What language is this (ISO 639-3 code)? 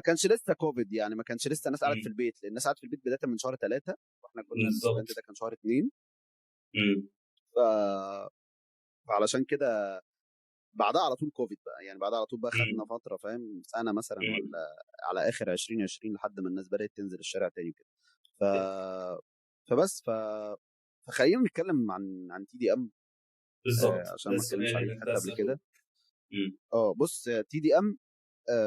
arz